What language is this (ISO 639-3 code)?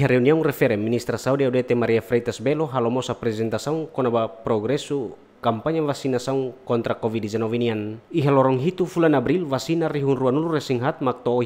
tet